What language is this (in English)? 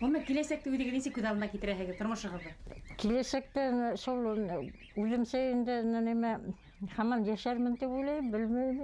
Bashkir